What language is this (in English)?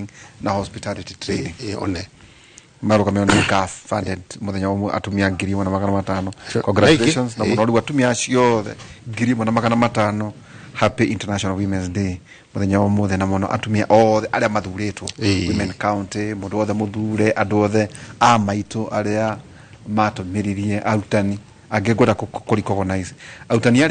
Kikuyu